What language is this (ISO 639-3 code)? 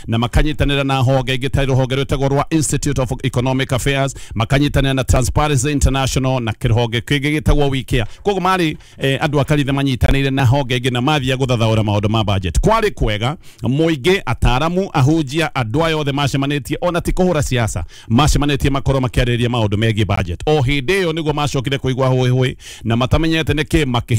kik